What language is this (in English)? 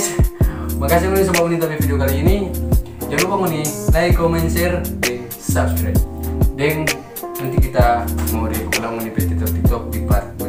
Manado Malay